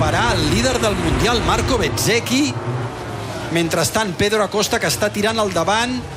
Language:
Catalan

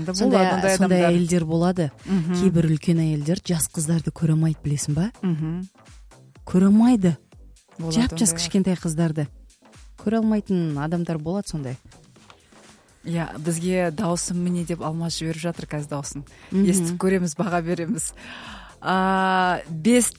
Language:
Kazakh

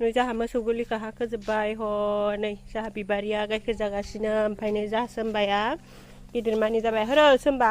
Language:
Bodo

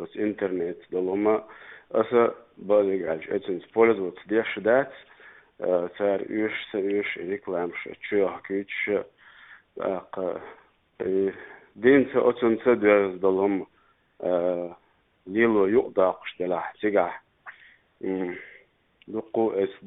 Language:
Chechen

